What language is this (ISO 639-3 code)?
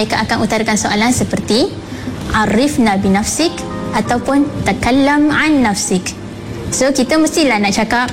msa